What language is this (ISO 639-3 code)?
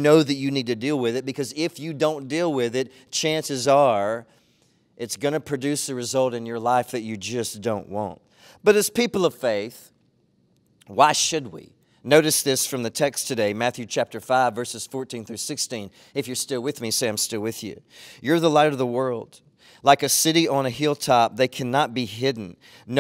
eng